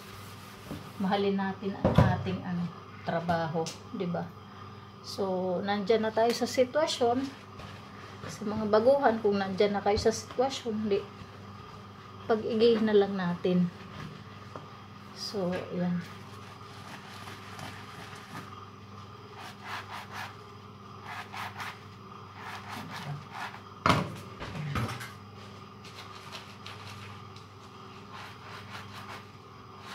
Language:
Filipino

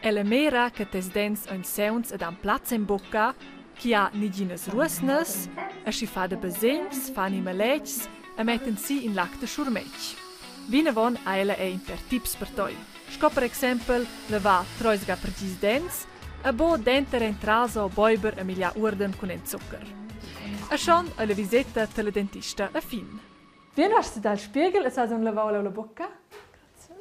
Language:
Romansh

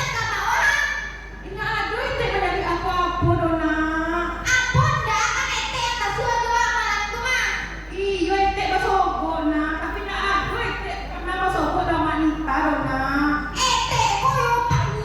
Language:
Minangkabau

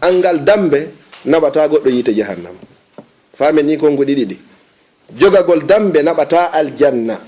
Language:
Fula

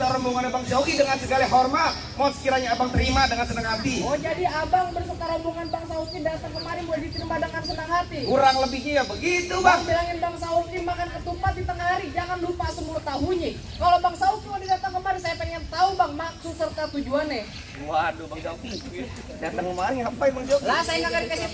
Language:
Betawi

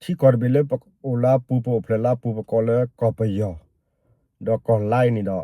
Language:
S'gaw Karen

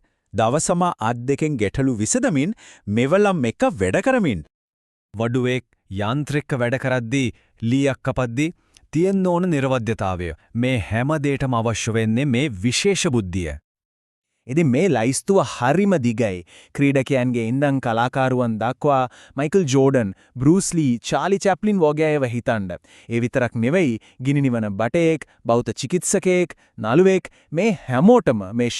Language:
Sinhala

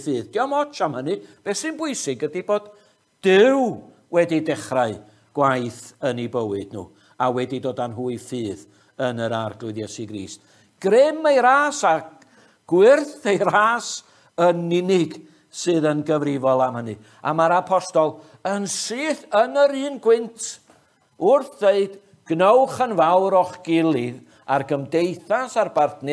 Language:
Welsh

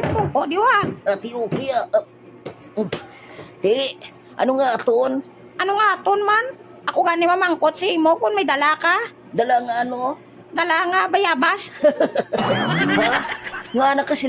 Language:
Hiligaynon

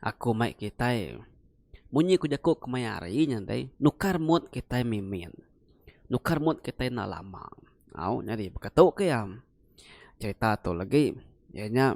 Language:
Iban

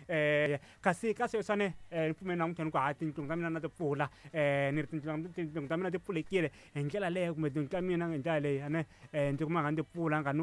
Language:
Tsonga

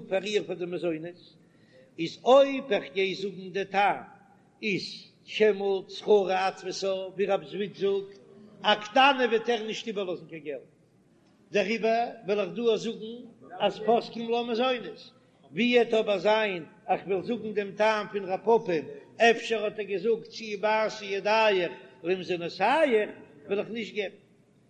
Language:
Yiddish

